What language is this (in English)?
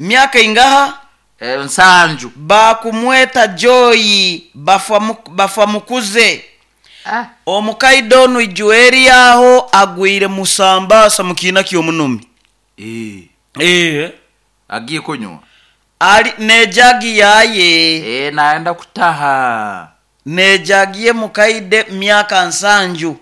Nyoro